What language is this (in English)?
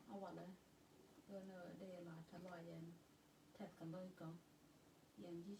Nuer